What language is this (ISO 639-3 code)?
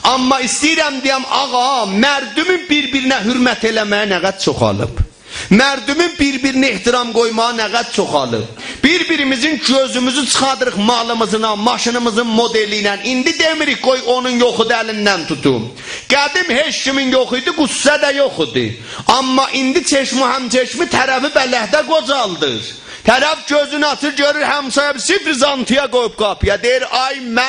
azb